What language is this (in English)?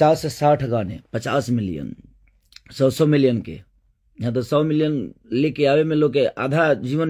Bhojpuri